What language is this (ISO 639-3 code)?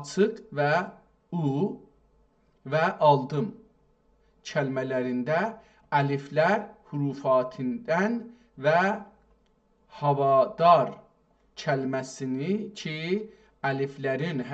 azb